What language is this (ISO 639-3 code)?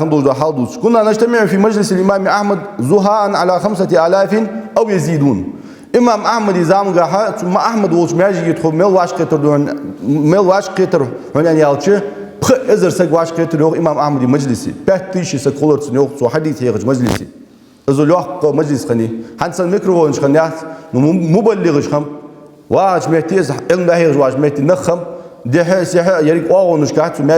inh